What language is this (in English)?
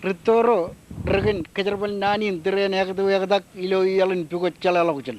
Marshallese